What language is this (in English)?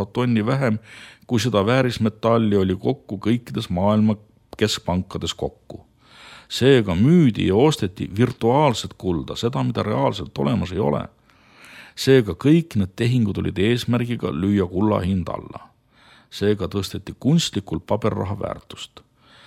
Estonian